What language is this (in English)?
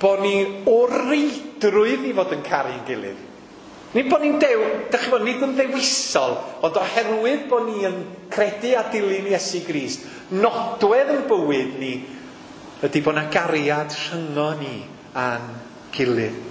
Welsh